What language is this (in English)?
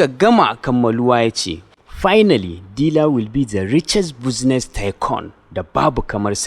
Hausa